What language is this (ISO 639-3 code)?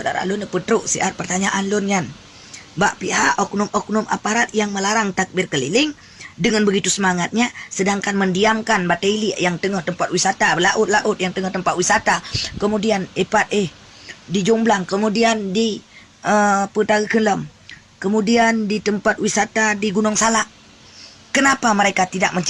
ace